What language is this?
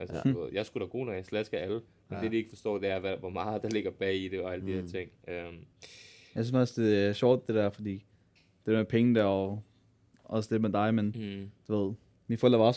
Danish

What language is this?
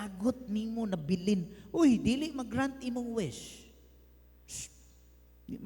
Cebuano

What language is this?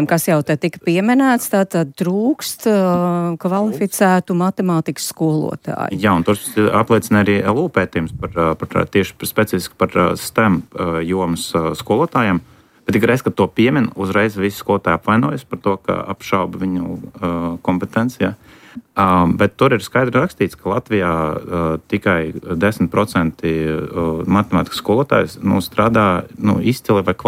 Latvian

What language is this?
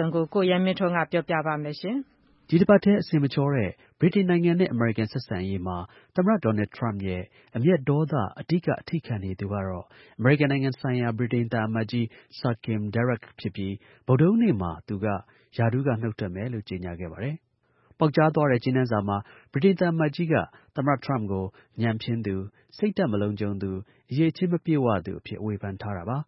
Burmese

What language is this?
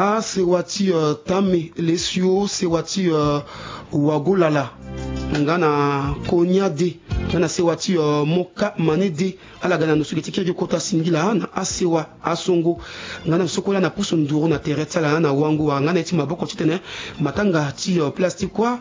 Sango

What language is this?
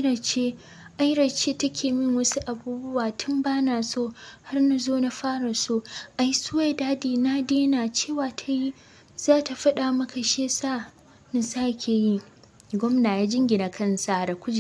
Hausa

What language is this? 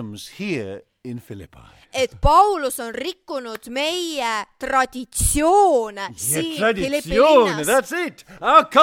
Estonian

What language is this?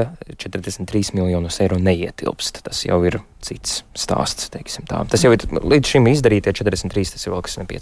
Latvian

